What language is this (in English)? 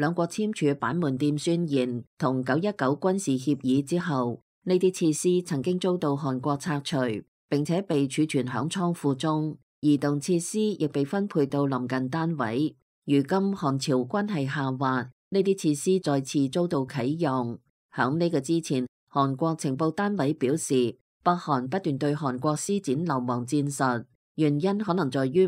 Cantonese